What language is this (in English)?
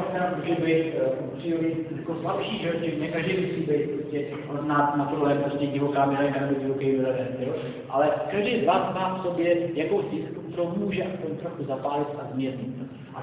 Czech